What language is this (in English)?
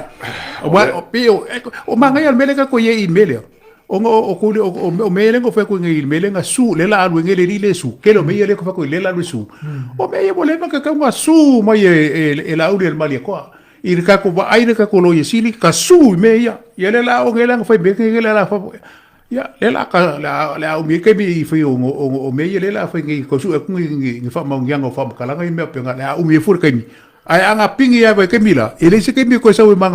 Samoan